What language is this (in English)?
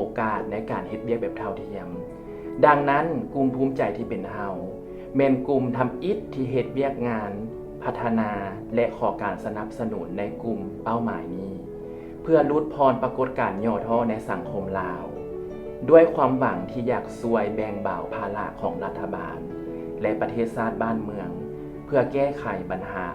Lao